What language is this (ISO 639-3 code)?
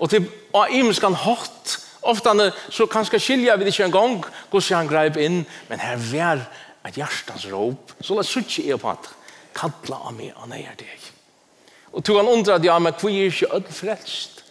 fao